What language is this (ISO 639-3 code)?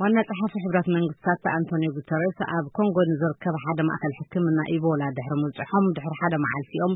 tir